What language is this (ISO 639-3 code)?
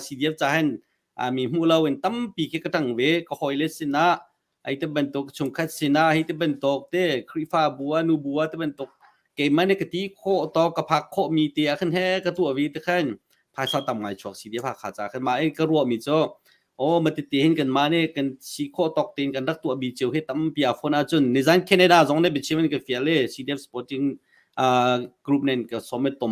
cnh